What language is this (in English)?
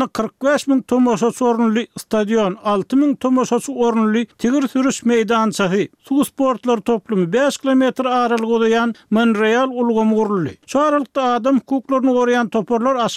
Turkmen